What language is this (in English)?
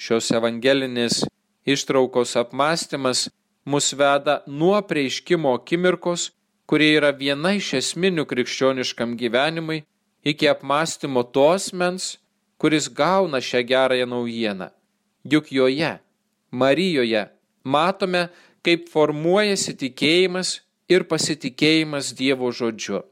Lithuanian